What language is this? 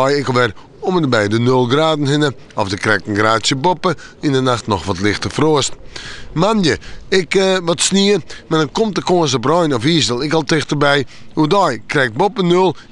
Western Frisian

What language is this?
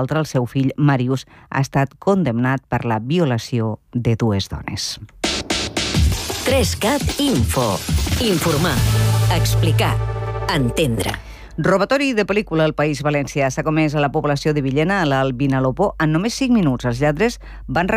Catalan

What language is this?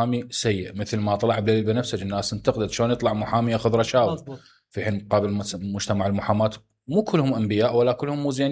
Mesopotamian Arabic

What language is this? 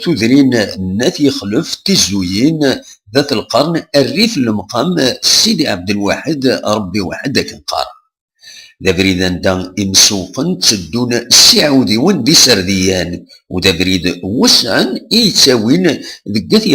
Kabyle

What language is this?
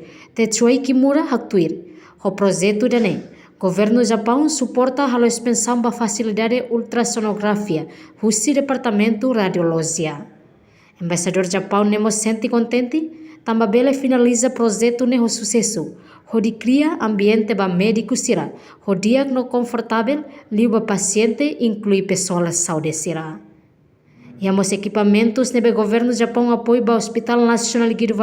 Tetum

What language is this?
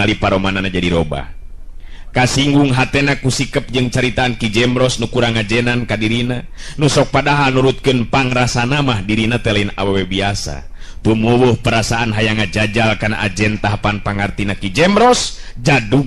Sundanese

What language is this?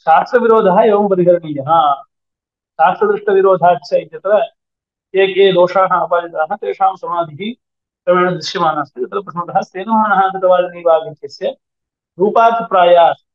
Sanskrit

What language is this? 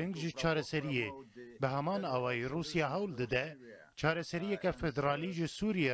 Kurdish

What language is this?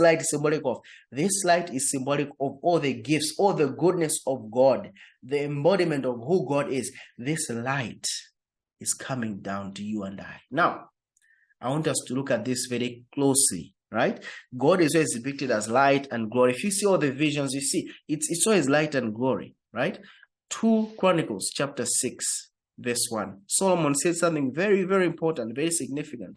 English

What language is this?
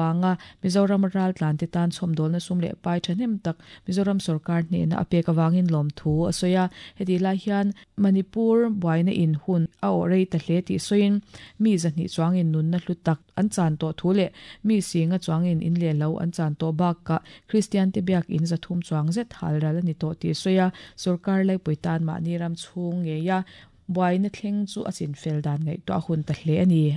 Mizo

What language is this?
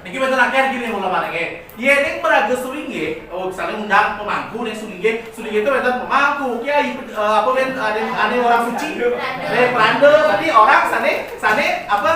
Balinese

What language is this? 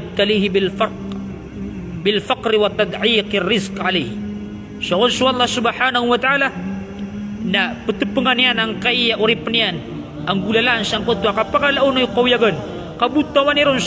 Maranao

